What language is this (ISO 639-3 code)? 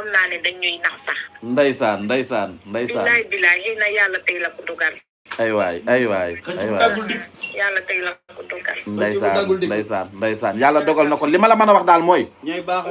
wol